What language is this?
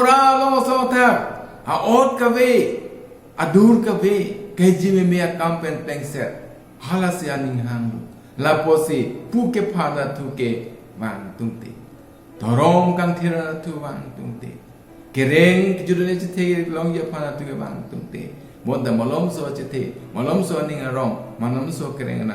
Karbi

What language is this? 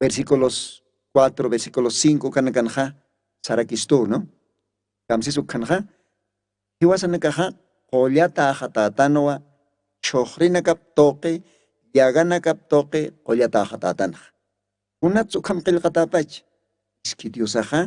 Aymara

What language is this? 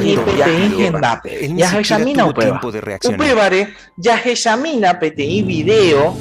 Guarani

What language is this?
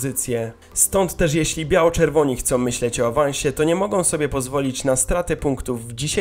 Polish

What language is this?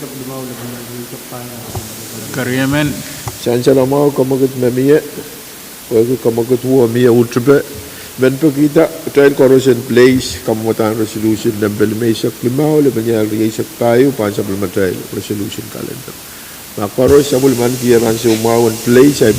Pohnpeian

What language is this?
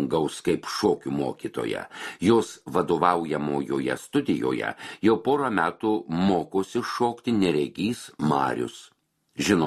Lithuanian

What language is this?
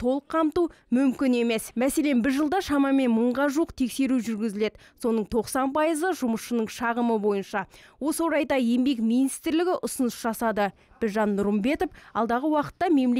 Kazakh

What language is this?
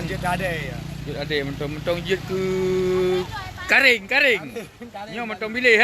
Achinese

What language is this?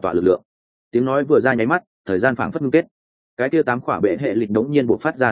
Vietnamese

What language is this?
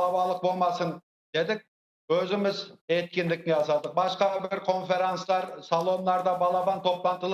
Crimean Tatar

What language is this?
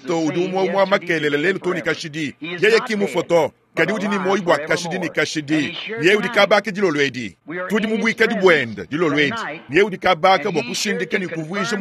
Luba-Lulua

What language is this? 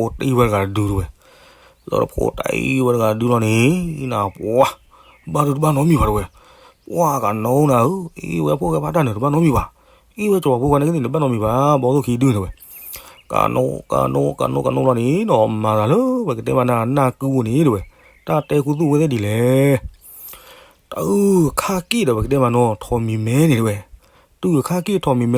S'gaw Karen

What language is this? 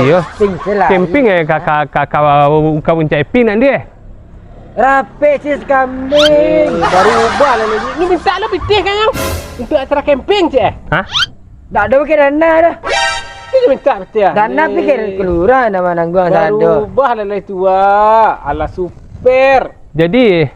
Minangkabau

